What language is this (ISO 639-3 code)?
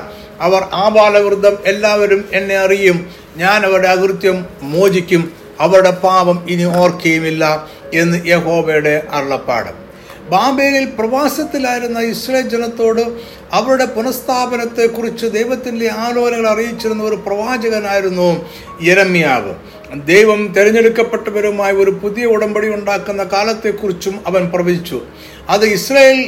mal